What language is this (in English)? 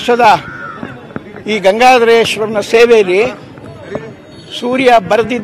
Kannada